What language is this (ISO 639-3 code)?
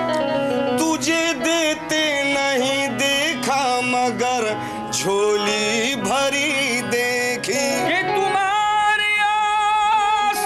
urd